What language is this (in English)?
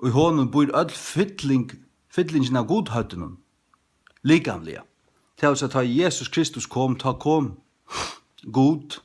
Faroese